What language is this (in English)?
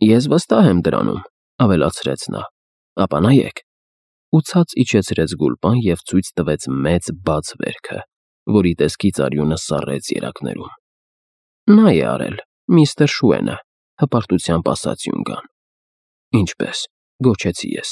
Armenian